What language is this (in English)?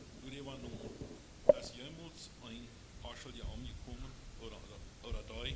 Plautdietsch